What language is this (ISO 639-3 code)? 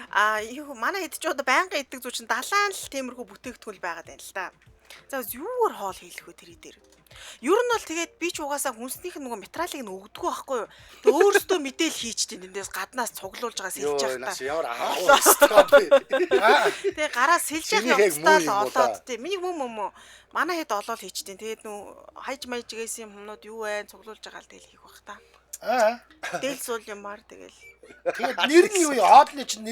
mon